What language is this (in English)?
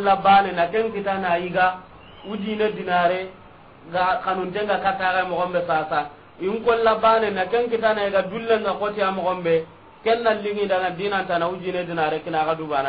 Soninke